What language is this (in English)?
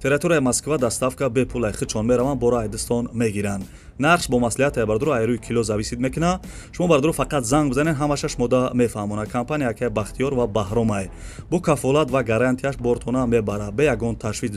Tajik